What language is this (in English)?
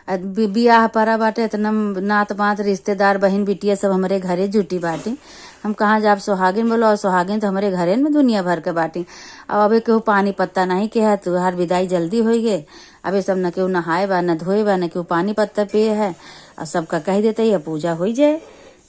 Awadhi